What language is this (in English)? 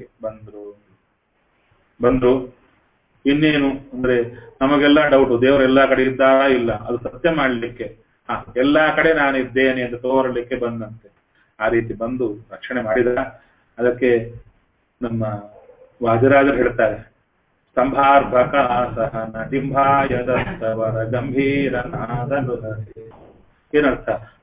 Kannada